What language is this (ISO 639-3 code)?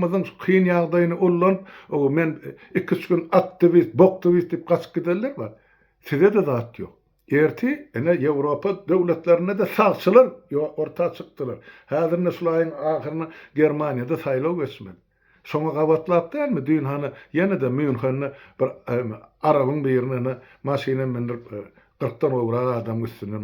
tuk